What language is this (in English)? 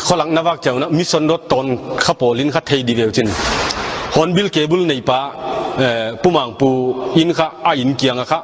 Tedim Chin